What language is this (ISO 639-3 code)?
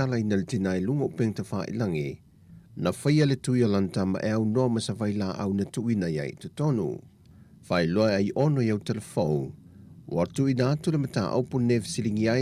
smo